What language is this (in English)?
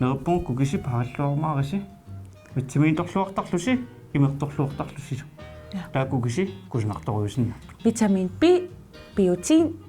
Kalaallisut